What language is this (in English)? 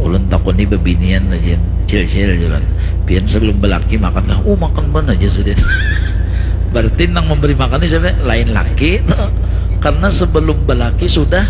Banjar